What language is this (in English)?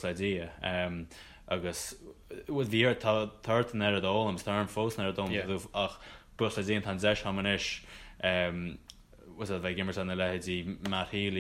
Irish